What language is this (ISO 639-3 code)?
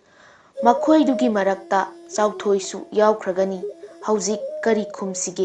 mni